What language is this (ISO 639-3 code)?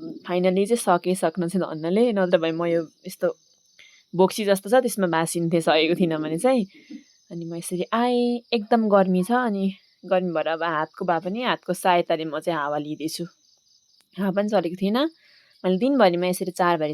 nep